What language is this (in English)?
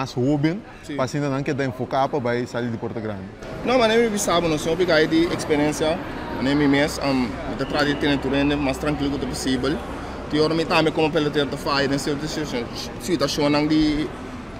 Papiamento